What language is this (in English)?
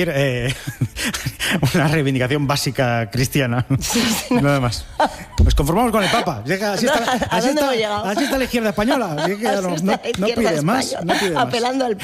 Spanish